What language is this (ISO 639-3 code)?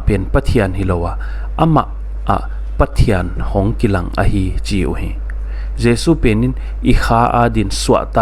pck